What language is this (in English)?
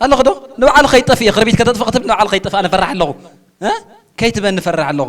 Tigrinya